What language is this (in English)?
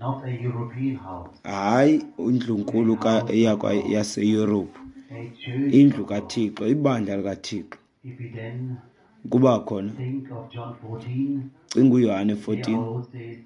Xhosa